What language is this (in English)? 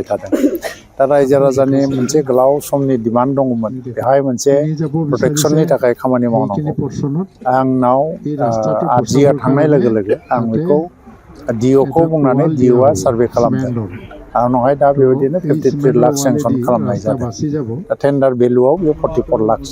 Bodo